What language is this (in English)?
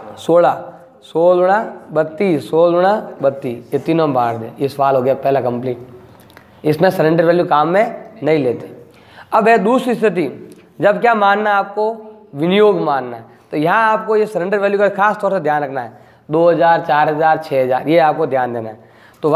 Hindi